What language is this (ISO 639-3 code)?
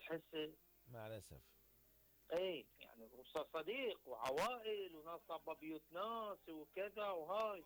acm